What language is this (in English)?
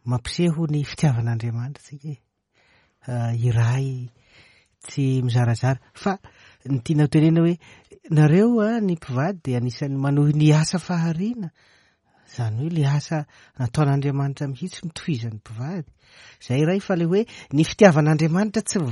Malagasy